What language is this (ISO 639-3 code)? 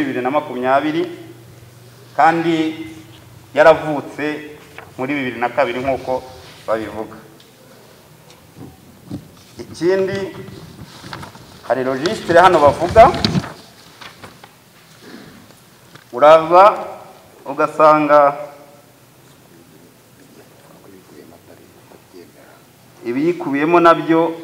kin